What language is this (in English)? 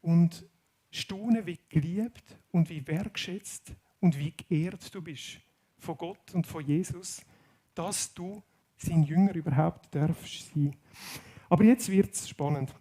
Swiss German